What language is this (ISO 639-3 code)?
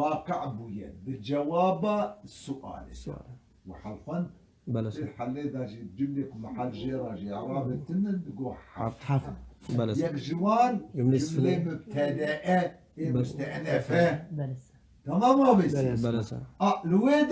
kur